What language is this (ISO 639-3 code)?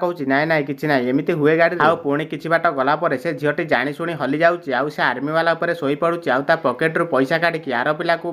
ori